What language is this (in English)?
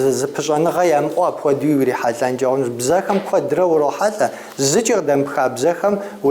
Kabardian